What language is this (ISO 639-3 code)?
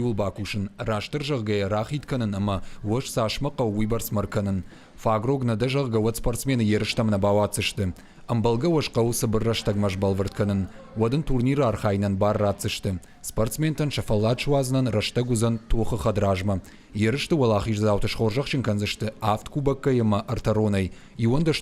oss